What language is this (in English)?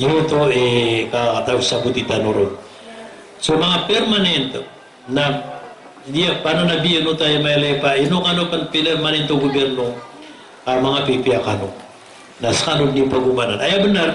Maranao